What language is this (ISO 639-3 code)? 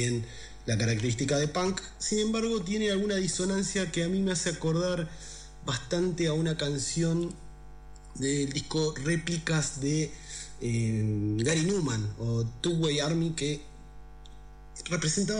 spa